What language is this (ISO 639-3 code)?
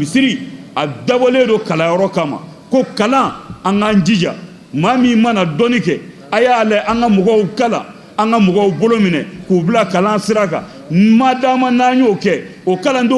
bam